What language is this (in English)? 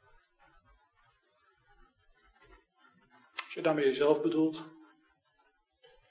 Dutch